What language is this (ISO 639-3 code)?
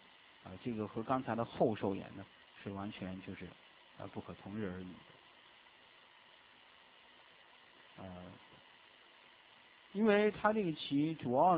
zho